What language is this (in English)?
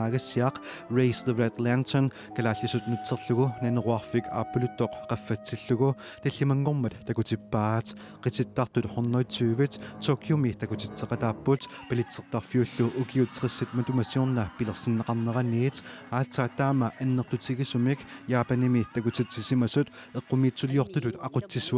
Kalaallisut